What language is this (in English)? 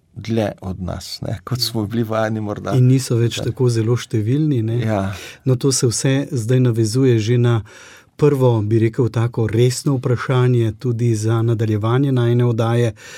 Slovenian